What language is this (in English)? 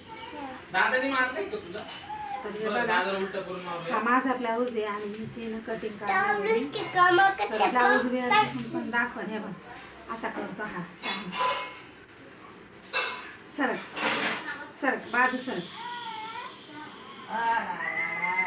Marathi